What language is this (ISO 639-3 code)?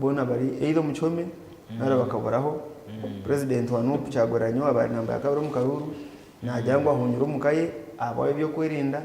nyn